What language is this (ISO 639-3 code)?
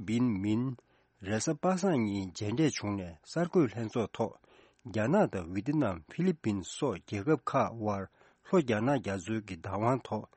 bod